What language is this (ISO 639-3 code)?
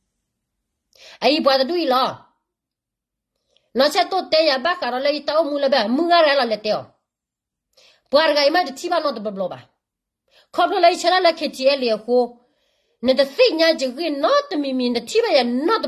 ksw